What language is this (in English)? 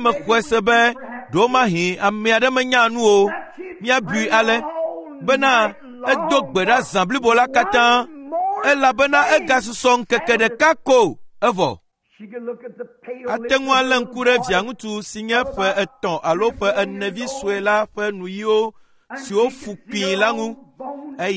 Ewe